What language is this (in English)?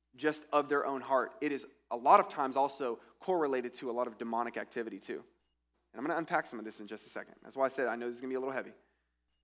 English